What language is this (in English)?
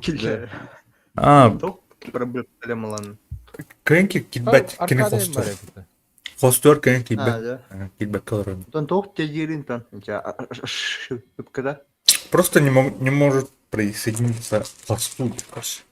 Yakut